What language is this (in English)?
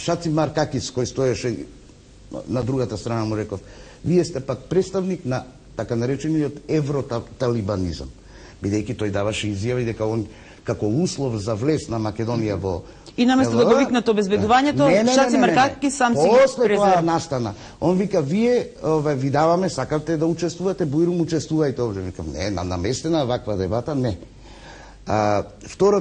Macedonian